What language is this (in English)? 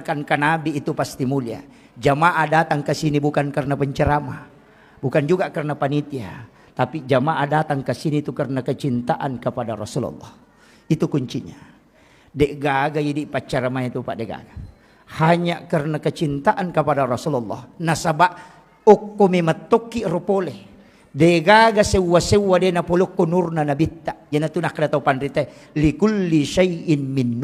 Buginese